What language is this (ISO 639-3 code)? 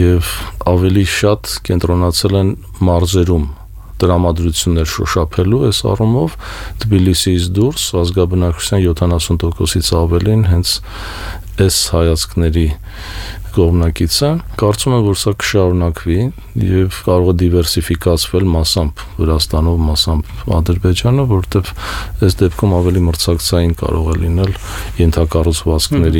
hye